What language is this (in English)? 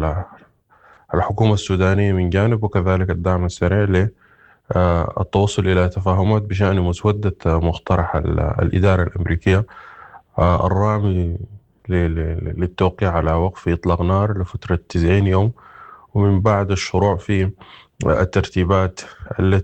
Sudanese Arabic